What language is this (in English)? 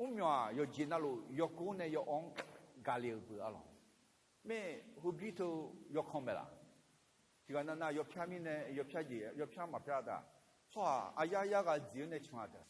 Akha